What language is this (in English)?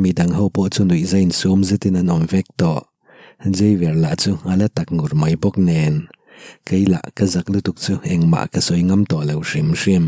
Mizo